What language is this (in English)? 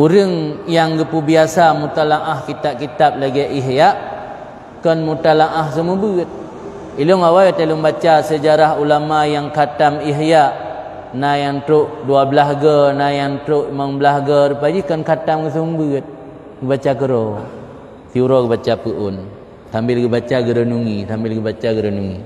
Achinese